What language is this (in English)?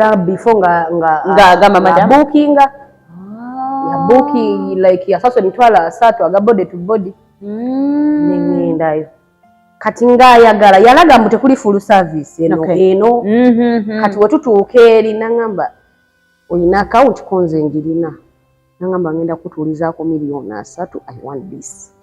Ganda